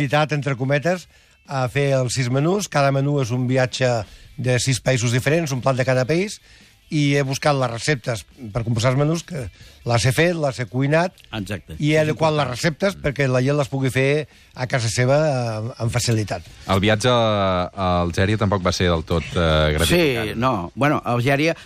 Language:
Catalan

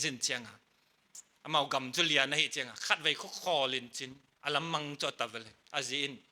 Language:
Paite Chin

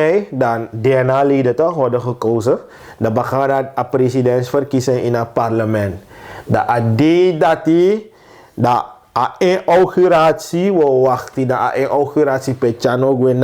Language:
Sranan Tongo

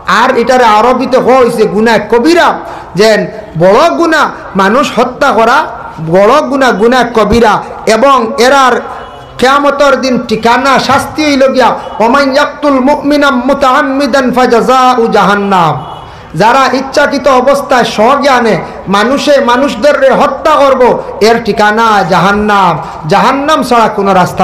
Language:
Sylheti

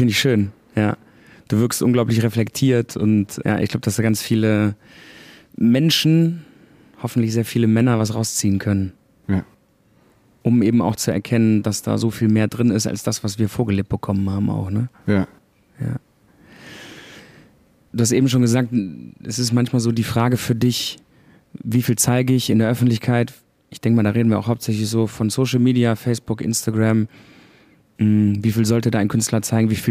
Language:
German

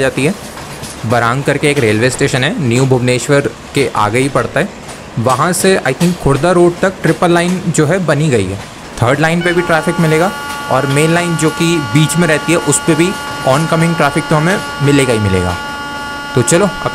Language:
Hindi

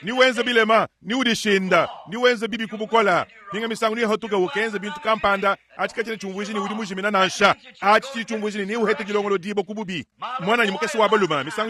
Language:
Luba-Lulua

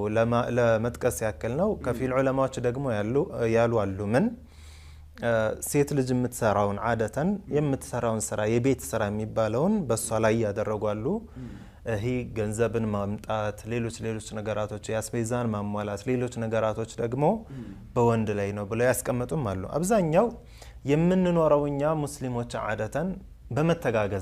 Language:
Amharic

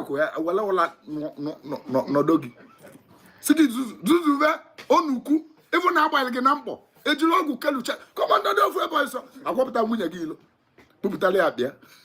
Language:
Igbo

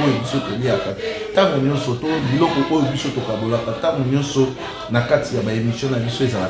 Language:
Lingala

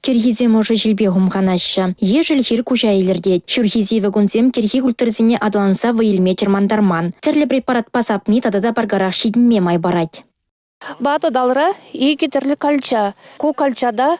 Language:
Chuvash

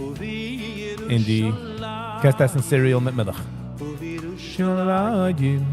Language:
Yiddish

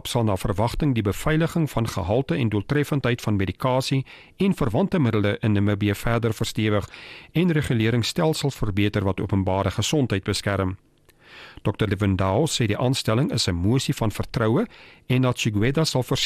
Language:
Afrikaans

